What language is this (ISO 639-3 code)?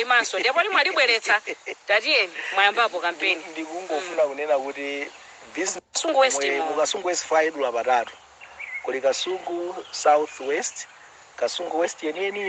nya